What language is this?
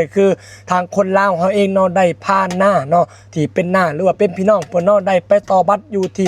Lao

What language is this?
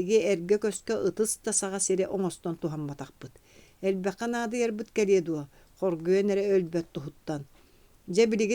Yakut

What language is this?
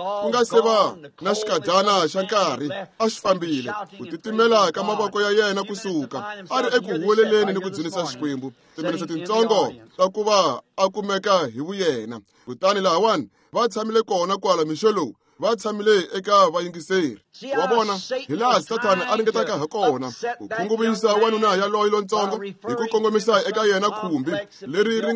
Tsonga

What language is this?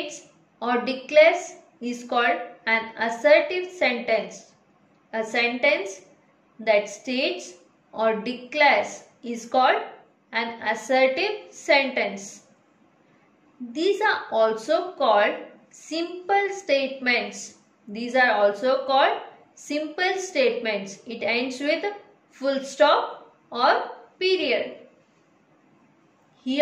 English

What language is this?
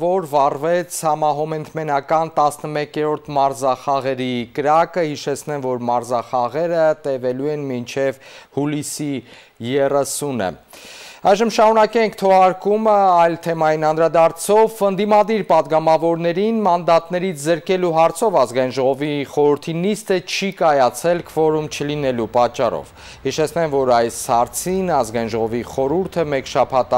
Armenian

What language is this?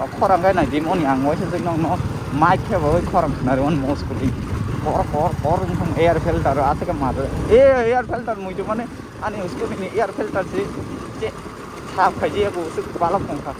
Kok Borok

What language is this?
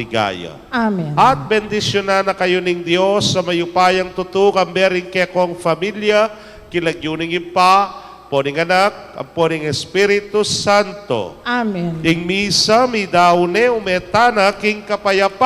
Pampanga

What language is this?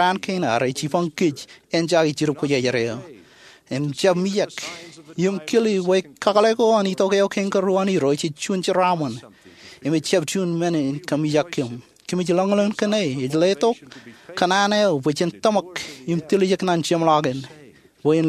Marshallese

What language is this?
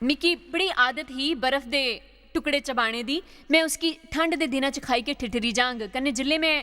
Dogri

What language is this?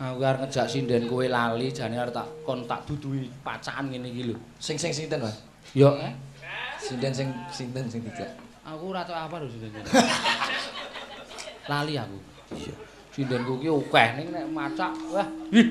Javanese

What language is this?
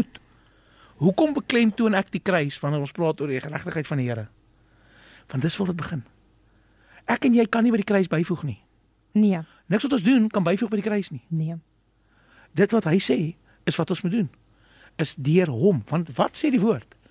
Afrikaans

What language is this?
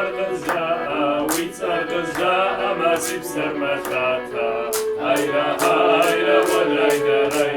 Kabardian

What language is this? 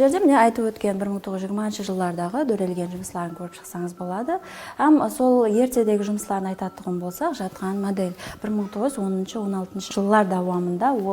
Kara-Kalpak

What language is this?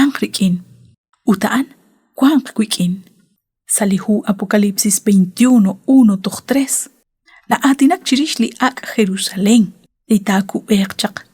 Kekchí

